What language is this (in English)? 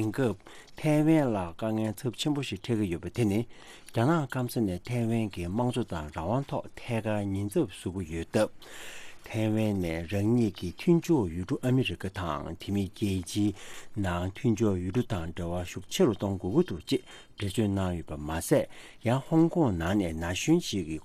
Tibetan